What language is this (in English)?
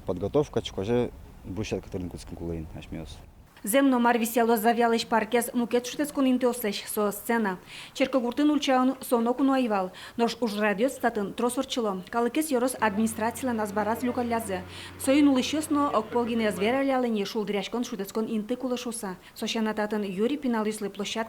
Udmurt